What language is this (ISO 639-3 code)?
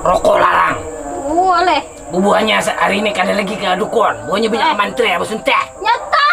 bjn